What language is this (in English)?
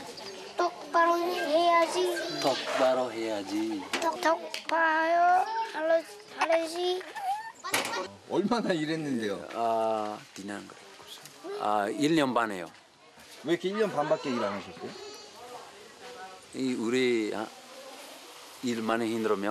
Korean